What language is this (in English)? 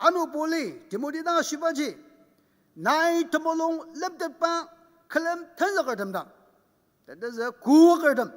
Ao Naga